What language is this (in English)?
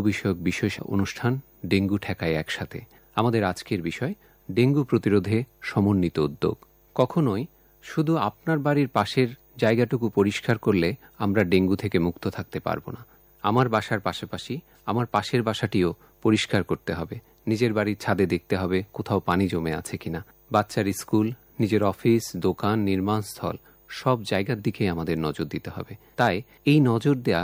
Bangla